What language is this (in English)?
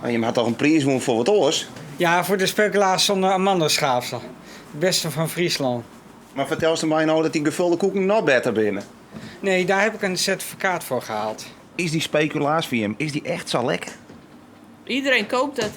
Western Frisian